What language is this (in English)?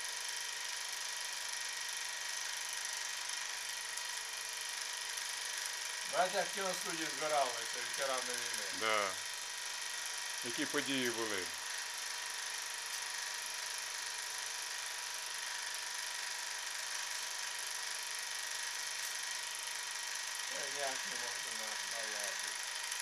Ukrainian